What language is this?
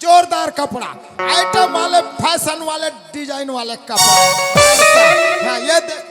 Chhattisgarhi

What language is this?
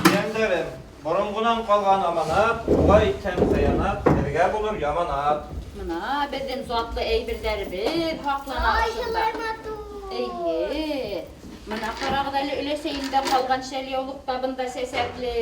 Bashkir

